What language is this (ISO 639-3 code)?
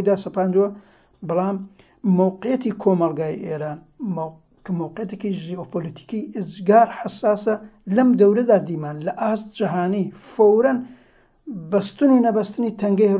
ckb